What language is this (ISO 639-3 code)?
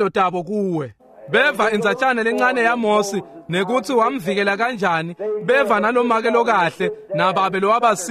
ssw